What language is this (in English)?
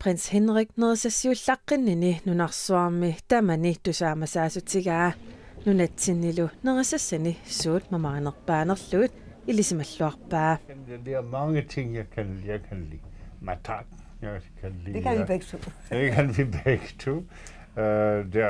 Kalaallisut